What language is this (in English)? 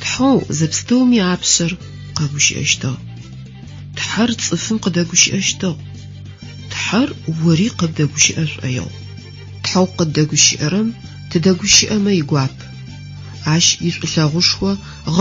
Adyghe